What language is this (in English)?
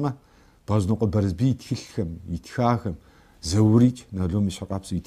Kabardian